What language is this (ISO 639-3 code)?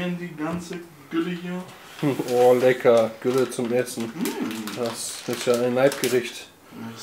deu